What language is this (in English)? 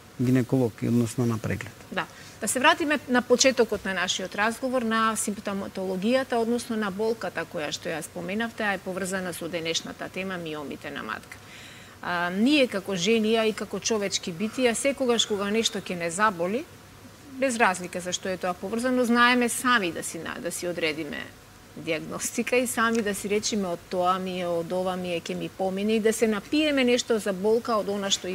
Macedonian